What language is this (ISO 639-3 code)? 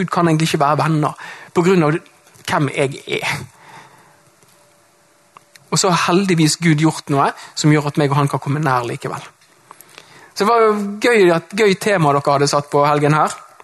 nor